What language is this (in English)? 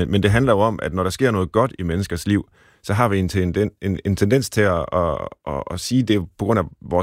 Danish